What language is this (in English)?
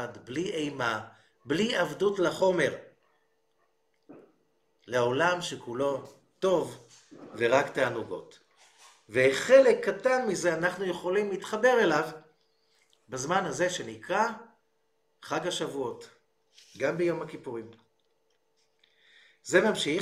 Hebrew